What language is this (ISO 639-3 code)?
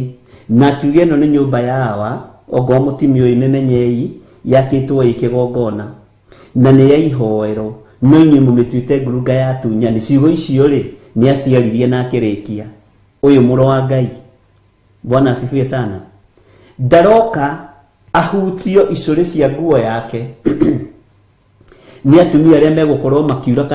kik